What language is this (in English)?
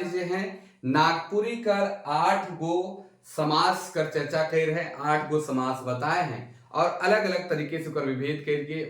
Sadri